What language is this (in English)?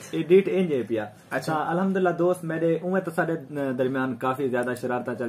Saraiki